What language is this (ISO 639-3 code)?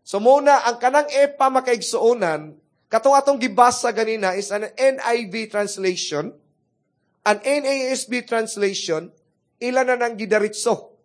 ceb